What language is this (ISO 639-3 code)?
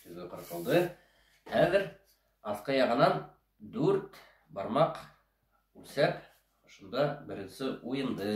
bak